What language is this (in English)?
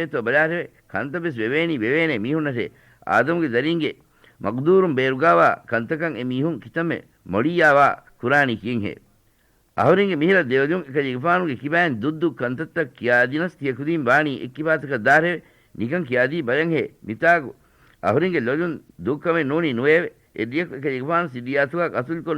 Divehi